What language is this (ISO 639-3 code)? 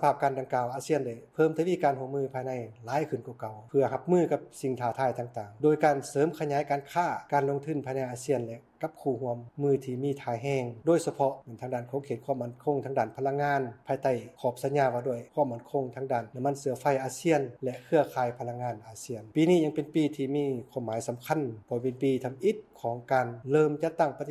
lao